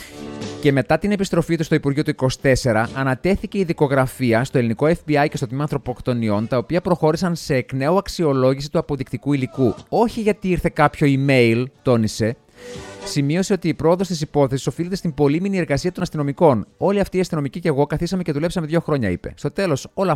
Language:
Greek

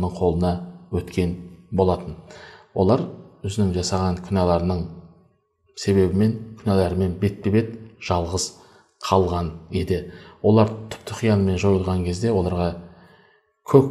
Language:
Kazakh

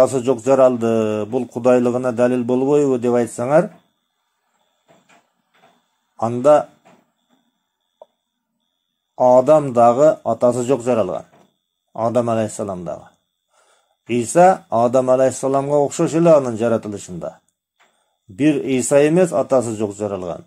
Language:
Kyrgyz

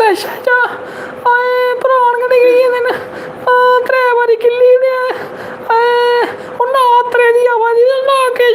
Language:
Dogri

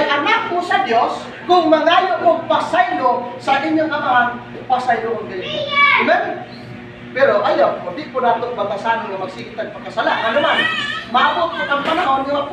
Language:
Cebuano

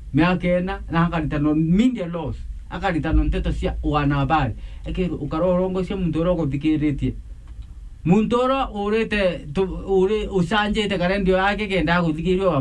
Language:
Meru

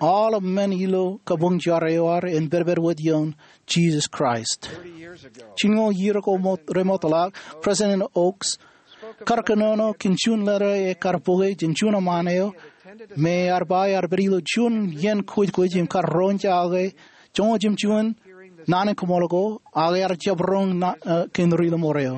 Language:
Marshallese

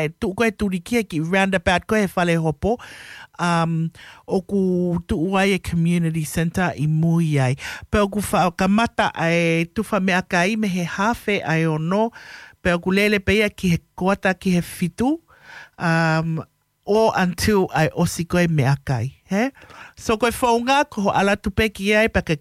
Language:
Tongan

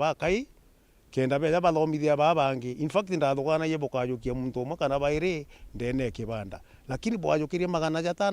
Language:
Meru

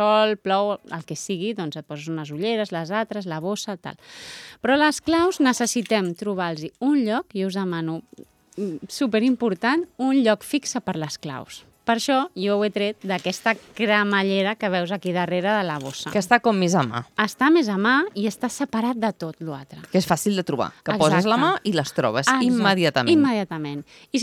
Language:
Catalan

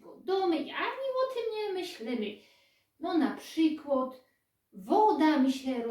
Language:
Silesian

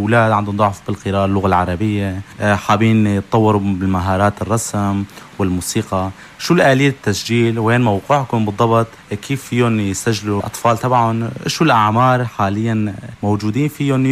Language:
North Levantine Arabic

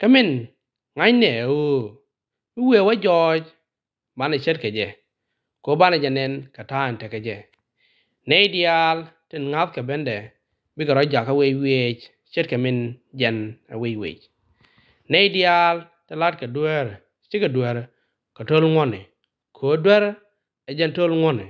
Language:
Nuer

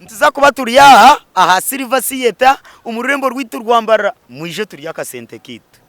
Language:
Nyankole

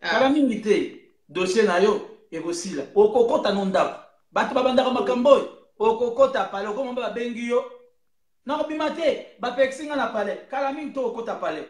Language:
Lingala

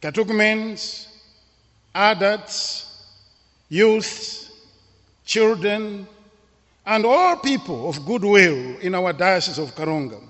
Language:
English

